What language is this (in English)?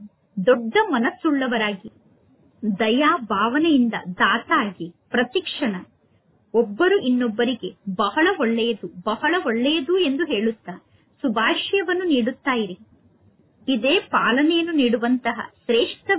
Kannada